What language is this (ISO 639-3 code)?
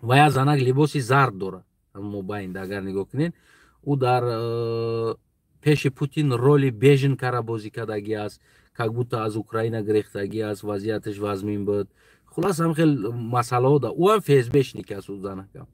tgk